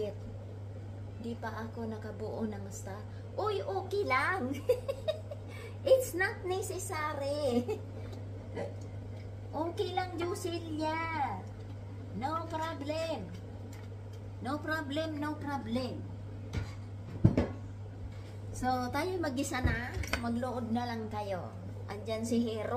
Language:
Filipino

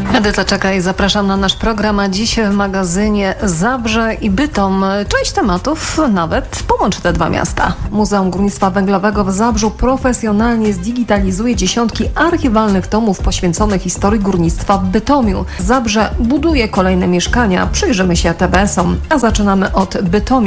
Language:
Polish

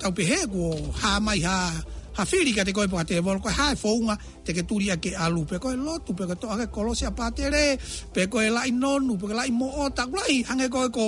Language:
Tongan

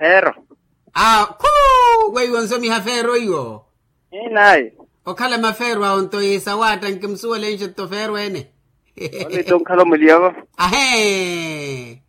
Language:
Makhuwa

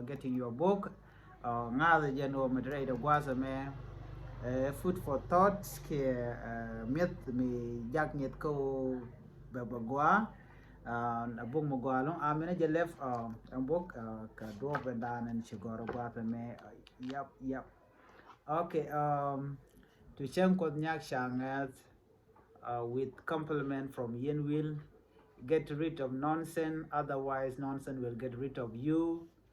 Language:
Nuer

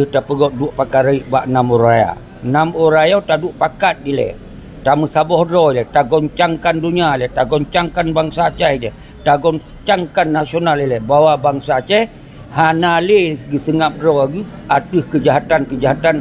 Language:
Achinese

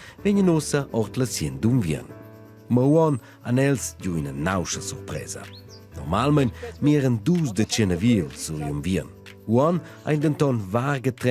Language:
Romansh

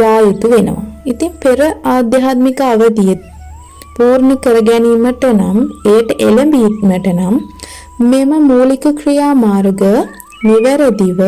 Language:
Sinhala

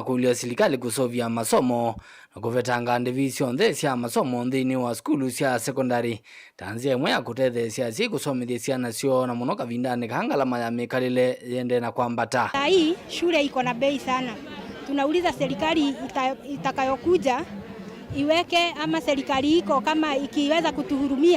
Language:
Kamba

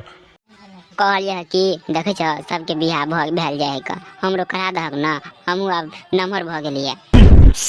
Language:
Maithili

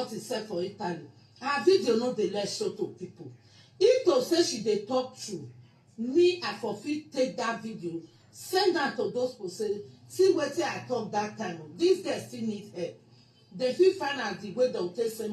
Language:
Nigerian Pidgin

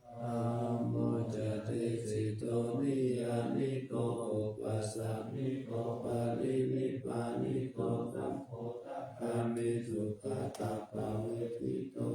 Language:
Pali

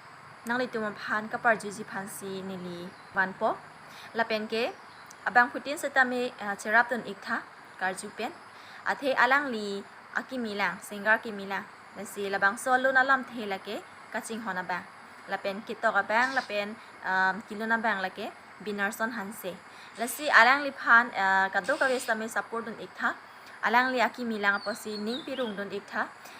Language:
Karbi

